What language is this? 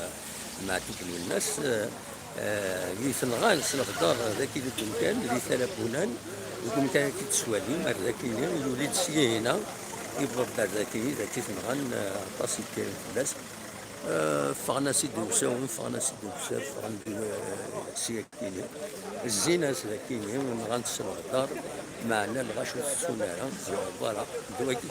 Kabyle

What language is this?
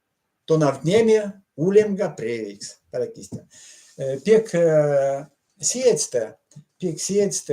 Erzya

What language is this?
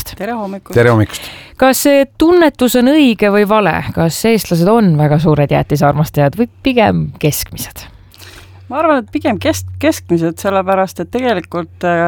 Estonian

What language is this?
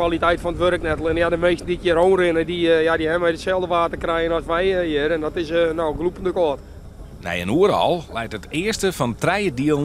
Western Frisian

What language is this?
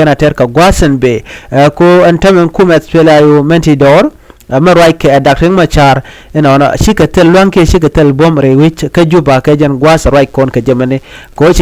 Nuer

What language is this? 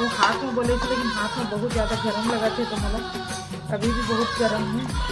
Chhattisgarhi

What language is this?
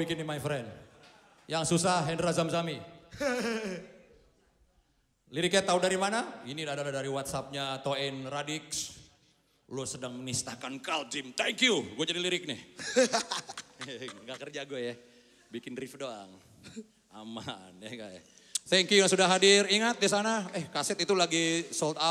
Indonesian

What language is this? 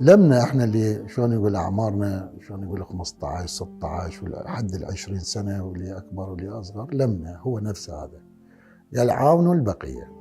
Mesopotamian Arabic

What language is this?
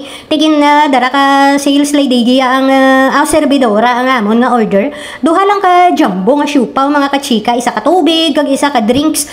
Hiligaynon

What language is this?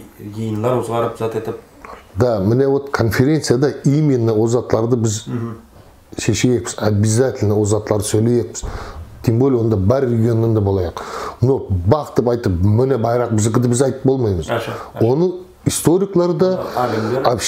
Nogai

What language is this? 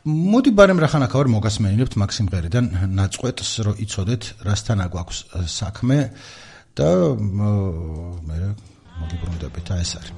Georgian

